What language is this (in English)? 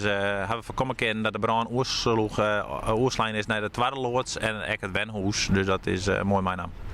Western Frisian